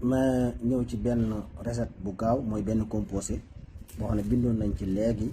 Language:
Wolof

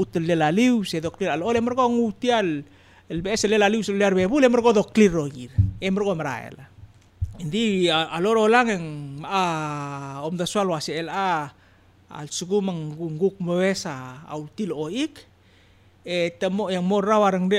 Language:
Palauan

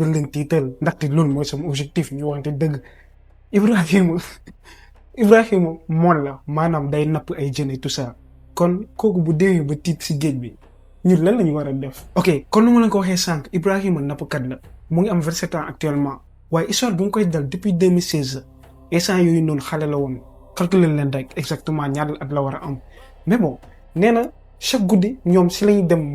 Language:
Wolof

